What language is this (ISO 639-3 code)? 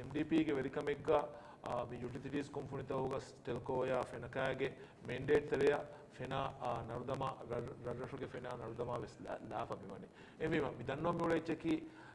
div